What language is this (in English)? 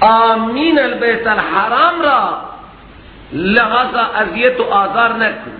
Persian